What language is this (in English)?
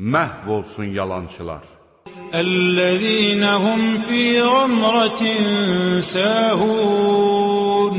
Azerbaijani